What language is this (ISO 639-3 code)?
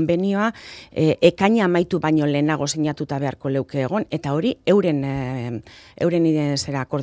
eus